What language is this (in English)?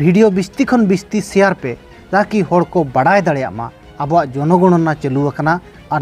Santali